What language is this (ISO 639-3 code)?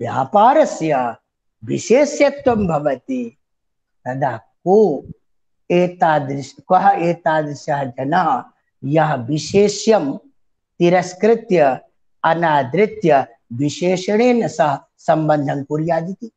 san